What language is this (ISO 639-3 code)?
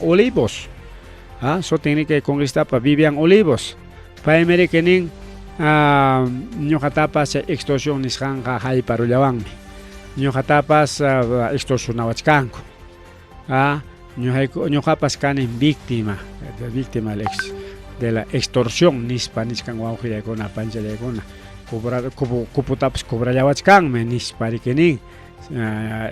quy